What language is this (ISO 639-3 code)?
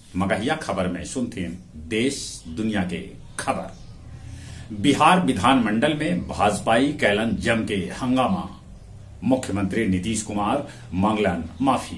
mag